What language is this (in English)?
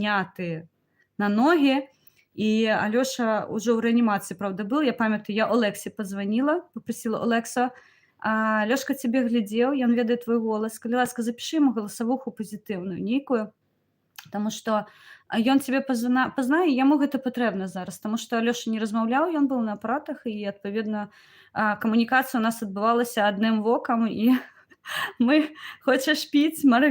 Belarusian